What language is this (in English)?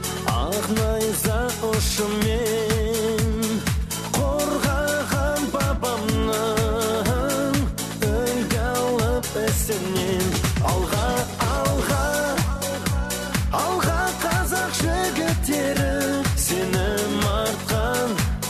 Kazakh